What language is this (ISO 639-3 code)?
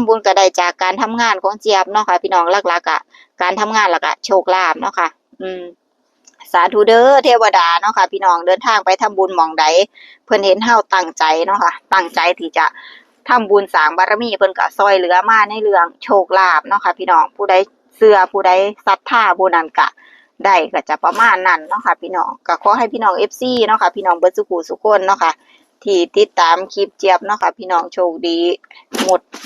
tts